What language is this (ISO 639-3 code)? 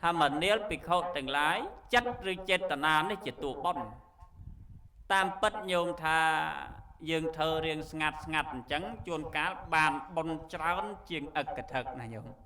khm